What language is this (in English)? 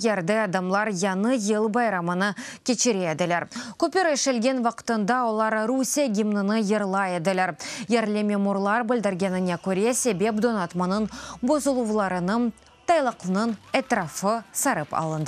Crimean Tatar